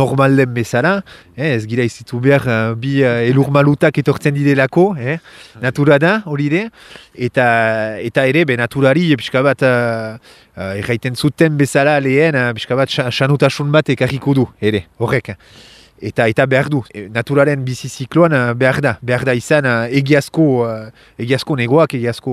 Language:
Basque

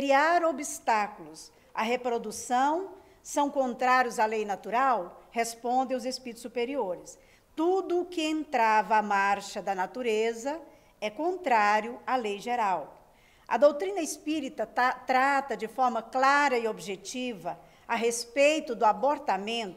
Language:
Portuguese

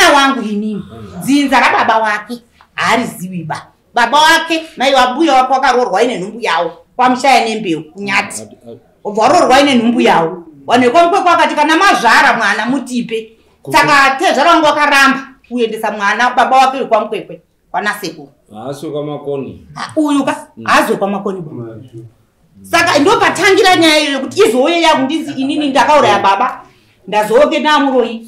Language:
Shona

